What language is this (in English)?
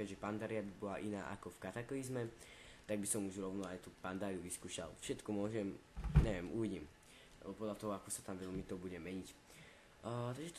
Slovak